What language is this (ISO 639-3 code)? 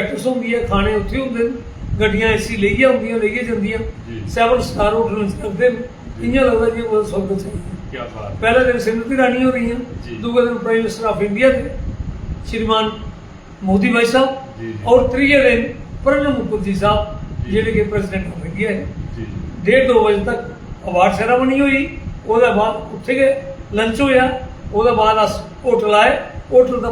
doi